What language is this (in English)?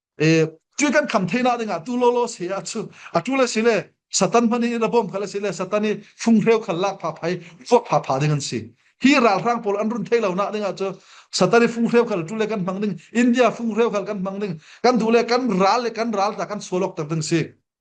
Falam Chin